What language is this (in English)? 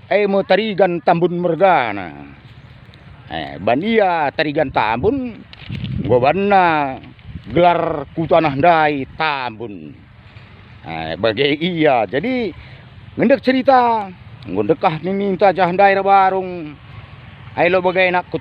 Batak Karo